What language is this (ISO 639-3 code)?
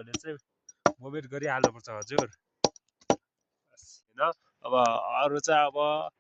nep